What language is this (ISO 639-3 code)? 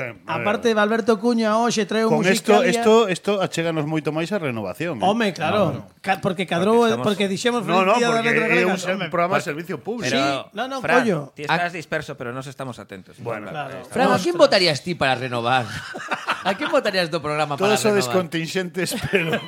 glg